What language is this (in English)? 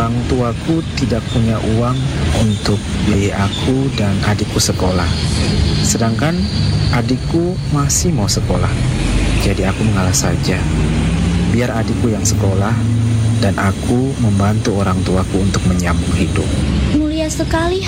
Indonesian